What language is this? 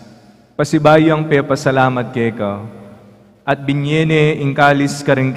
Pampanga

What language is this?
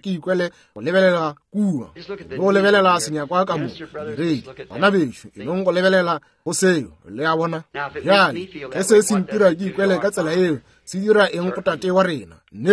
Northern Sotho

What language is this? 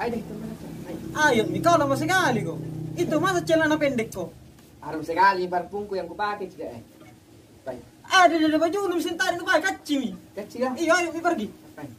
Makassar Malay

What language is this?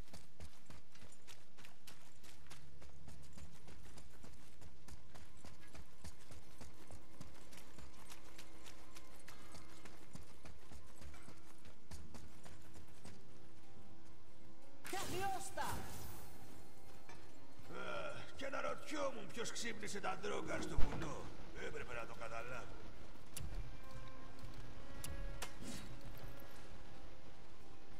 Greek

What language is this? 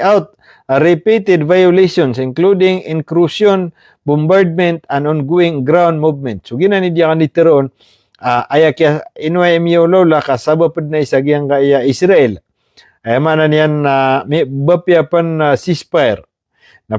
Maranao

